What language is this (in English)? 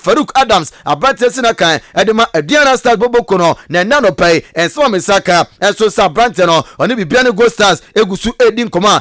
Akan